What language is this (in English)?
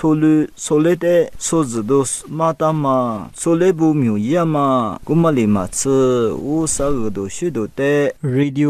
Lisu